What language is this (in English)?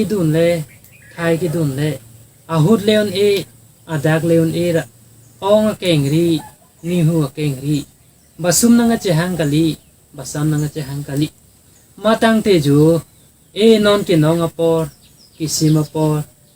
Karbi